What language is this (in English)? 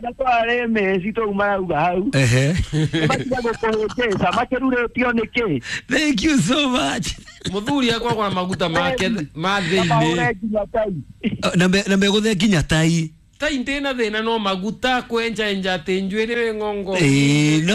Kikuyu